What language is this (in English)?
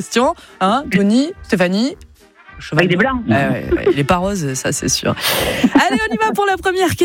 French